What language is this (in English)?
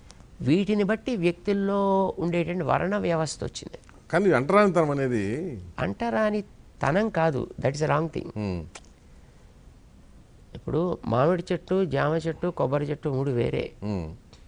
Telugu